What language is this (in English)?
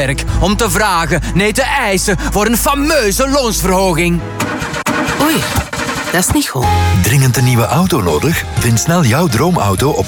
Dutch